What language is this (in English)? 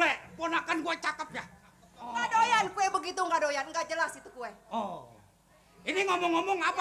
Betawi